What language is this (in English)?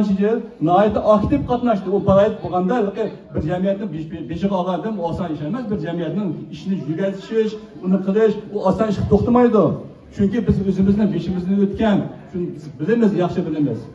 Uyghur